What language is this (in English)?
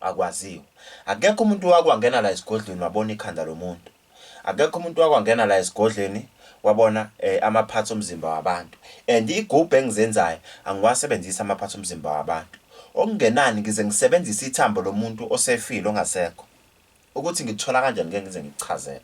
Zulu